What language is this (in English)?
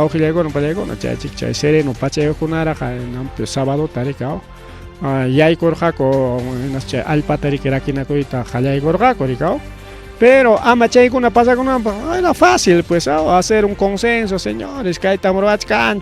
Ayacucho Quechua